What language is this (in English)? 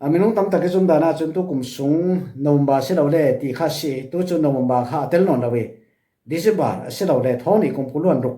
Falam Chin